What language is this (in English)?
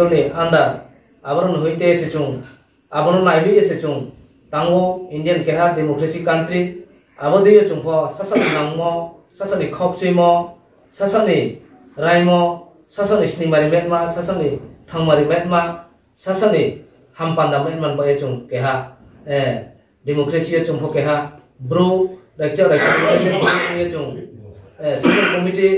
Riang (India)